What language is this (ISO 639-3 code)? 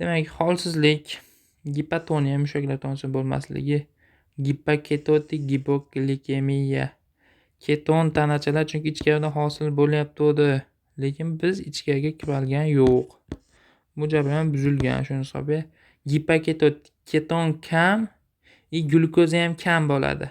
uzb